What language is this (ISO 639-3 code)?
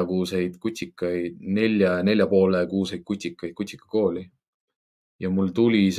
est